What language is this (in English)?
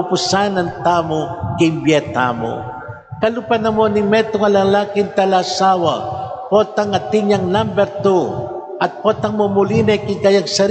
Pampanga